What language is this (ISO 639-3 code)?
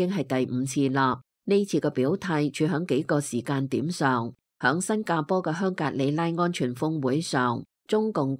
yue